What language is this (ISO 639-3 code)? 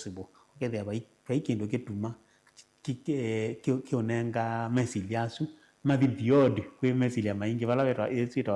kam